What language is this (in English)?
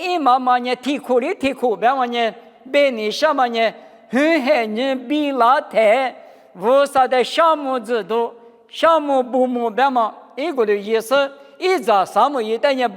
Lisu